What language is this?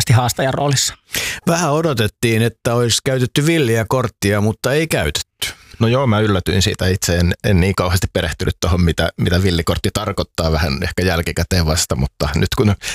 Finnish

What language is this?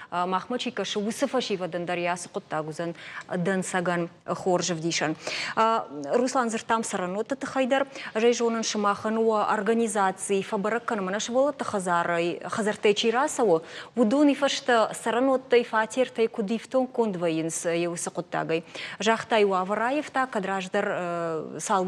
Ossetic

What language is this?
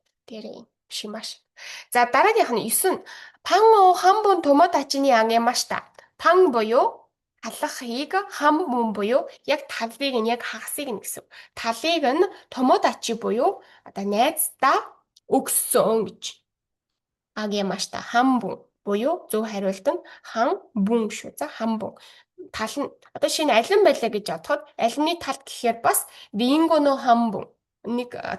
Mongolian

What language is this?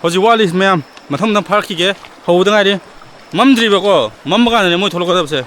Manipuri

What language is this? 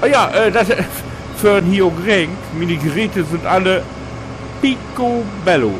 Low German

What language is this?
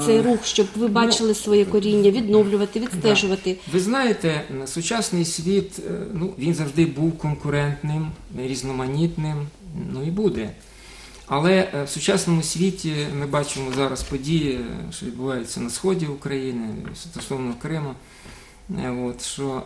Ukrainian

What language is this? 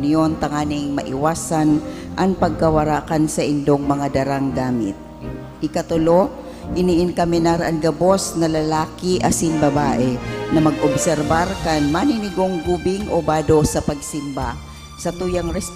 Bikol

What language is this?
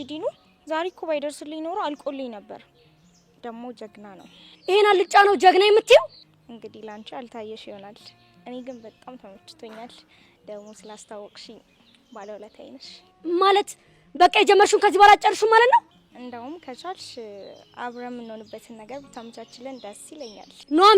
Amharic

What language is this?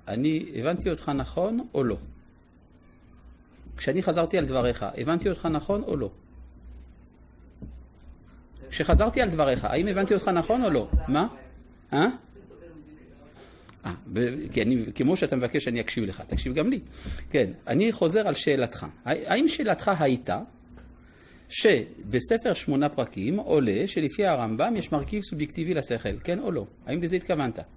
Hebrew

